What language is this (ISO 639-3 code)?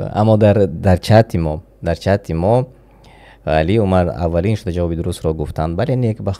tgk